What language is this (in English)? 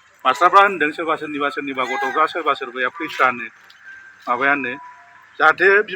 Bodo